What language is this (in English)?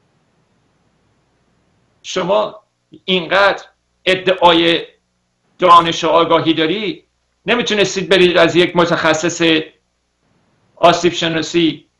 Persian